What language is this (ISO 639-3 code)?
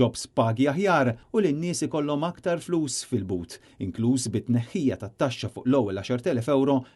mlt